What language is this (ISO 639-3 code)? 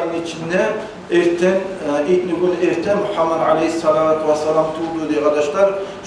kum